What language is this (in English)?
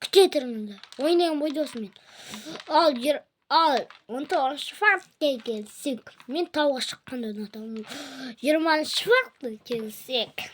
Kazakh